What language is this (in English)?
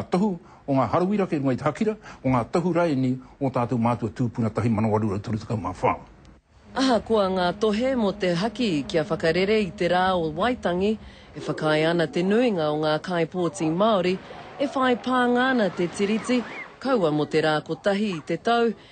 Māori